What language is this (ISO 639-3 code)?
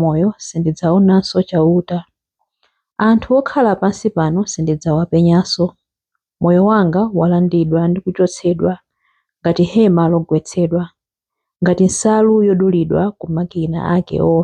nya